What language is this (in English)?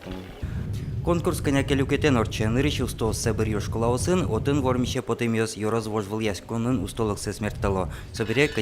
Udmurt